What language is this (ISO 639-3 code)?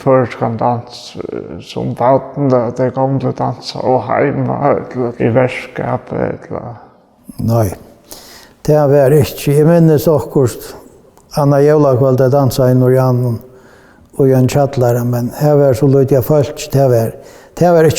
fao